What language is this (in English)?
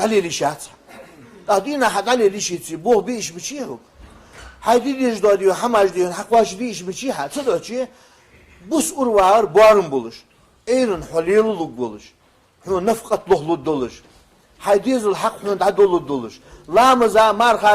Ingush